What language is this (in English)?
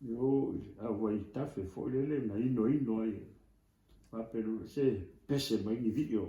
Samoan